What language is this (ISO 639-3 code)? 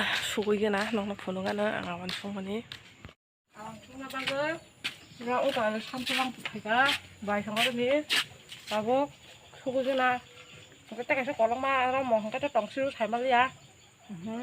trp